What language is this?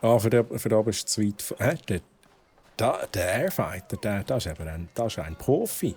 Swiss German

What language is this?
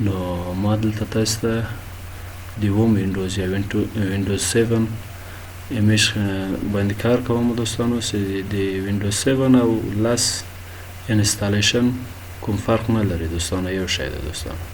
Pashto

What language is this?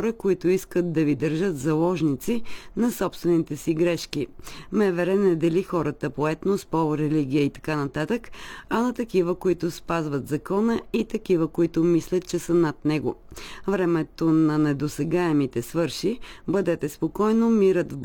Bulgarian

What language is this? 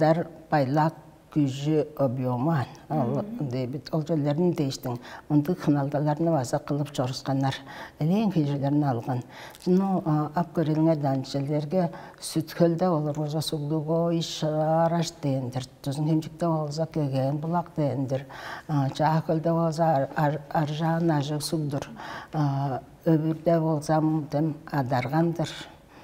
Tuvinian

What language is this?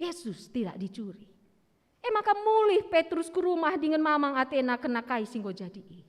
Batak Karo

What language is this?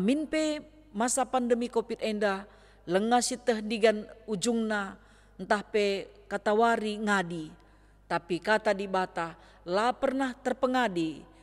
Batak Karo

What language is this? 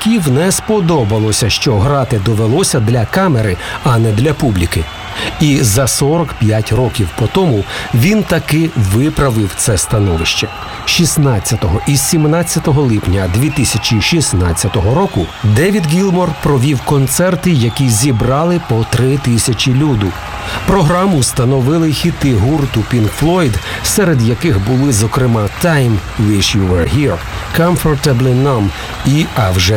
Ukrainian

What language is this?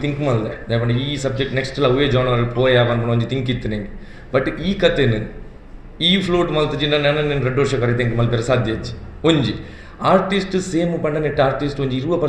Tulu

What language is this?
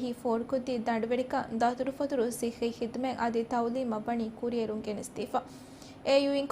Divehi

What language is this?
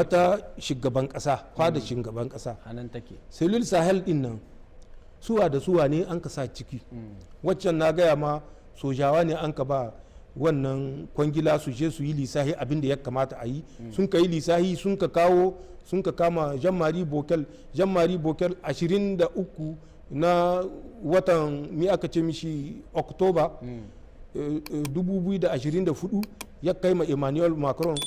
Hausa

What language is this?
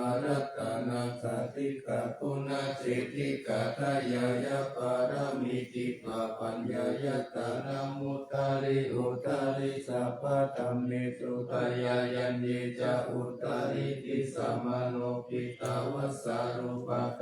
Pali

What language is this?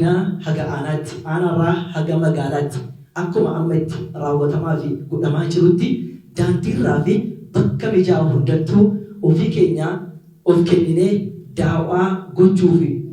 Oromo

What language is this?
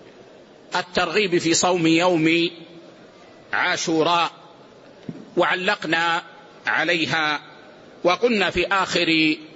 Arabic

